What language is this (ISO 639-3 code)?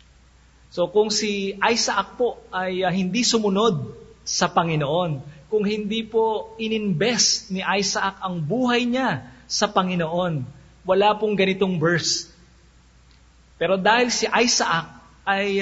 fil